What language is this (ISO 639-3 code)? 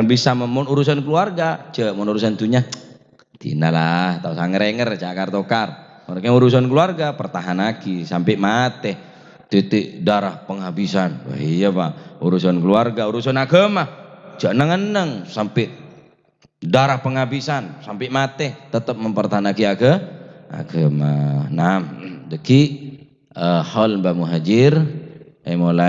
mad